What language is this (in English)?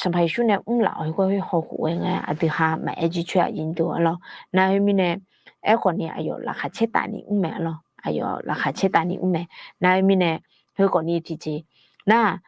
Akha